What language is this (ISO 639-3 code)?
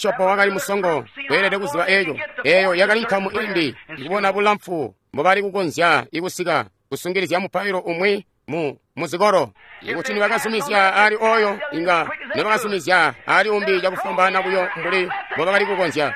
toi